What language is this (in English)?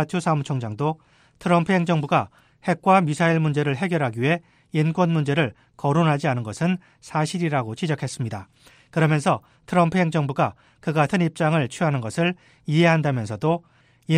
Korean